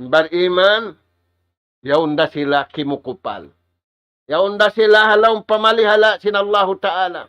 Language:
Tausug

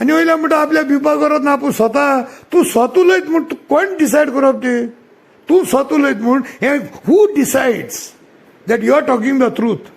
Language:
Konkani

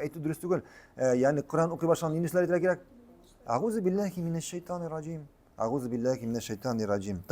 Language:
Tatar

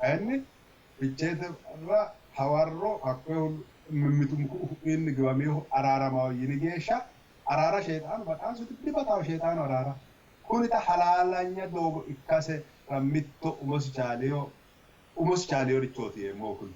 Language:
Sidamo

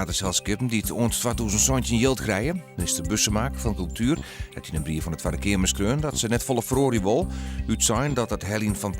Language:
Western Frisian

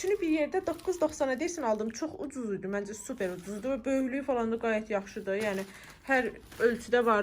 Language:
Azerbaijani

